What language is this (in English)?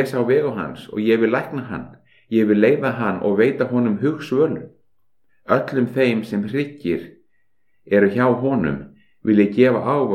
Icelandic